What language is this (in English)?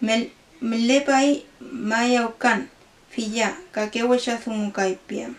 Mapuche